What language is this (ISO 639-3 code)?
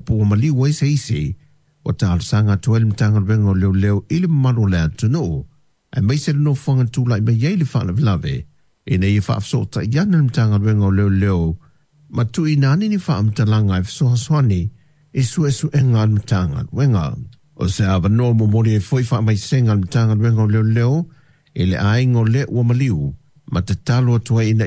smo